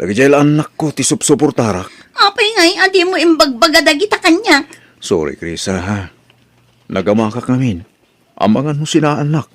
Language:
Iloko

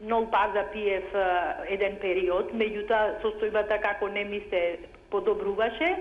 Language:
Macedonian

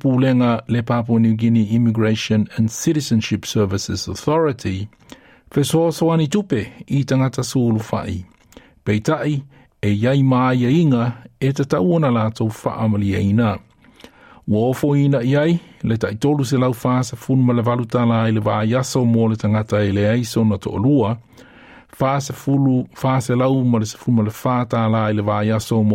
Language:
Samoan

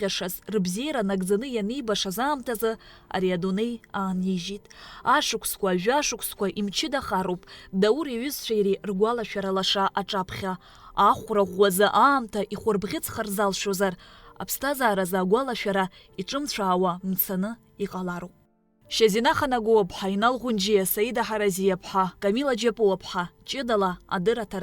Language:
Abkhazian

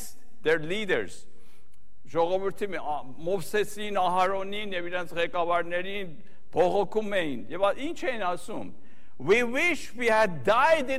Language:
Armenian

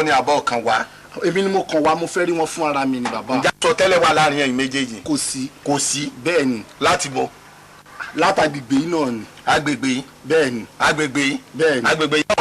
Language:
Yoruba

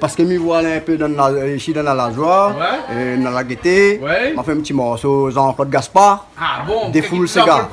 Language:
Réunion Creole French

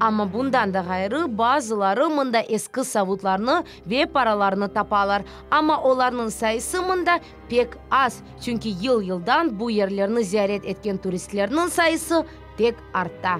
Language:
Crimean Tatar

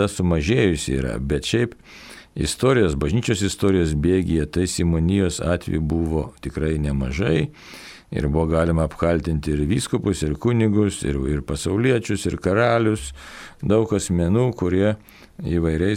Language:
Lithuanian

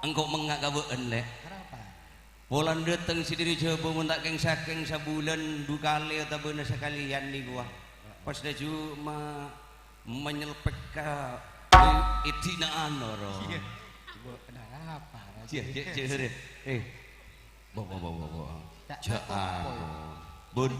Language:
Madurese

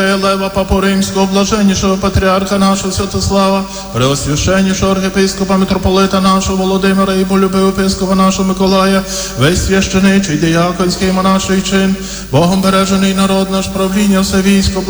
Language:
Ukrainian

